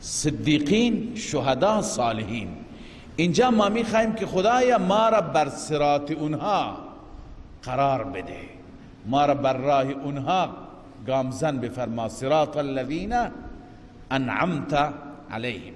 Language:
Persian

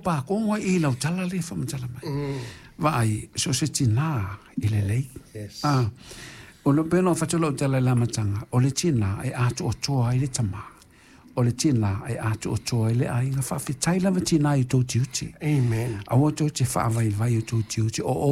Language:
Samoan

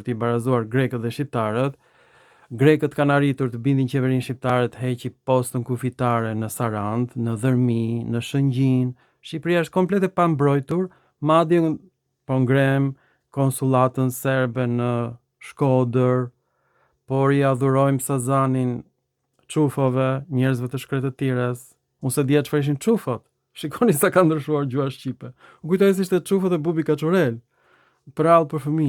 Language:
Albanian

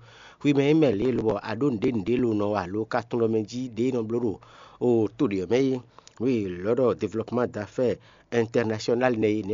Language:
Fon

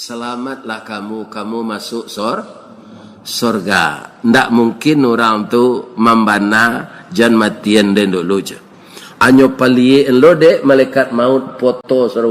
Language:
Minangkabau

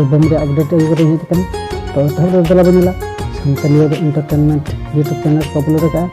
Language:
Santali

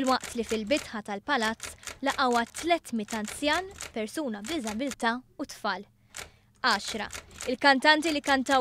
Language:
Maltese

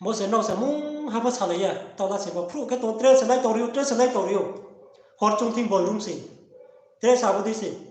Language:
Riang (India)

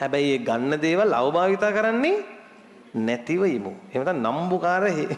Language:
Sinhala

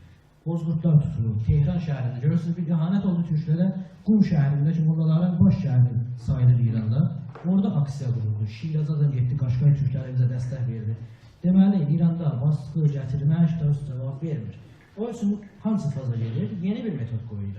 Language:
South Azerbaijani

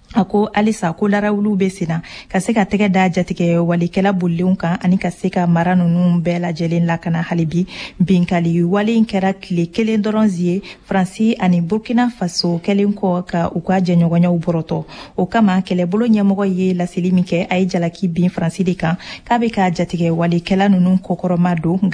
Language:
Bambara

